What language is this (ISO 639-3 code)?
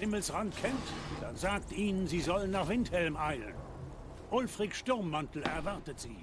gsw